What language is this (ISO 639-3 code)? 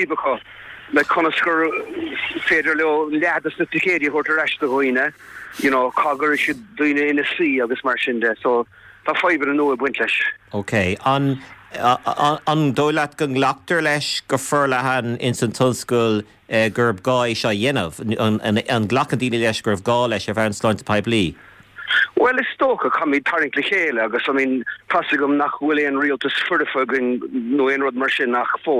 gle